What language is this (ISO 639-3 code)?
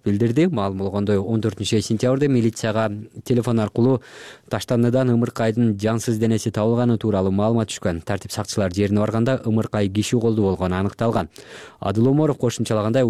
kir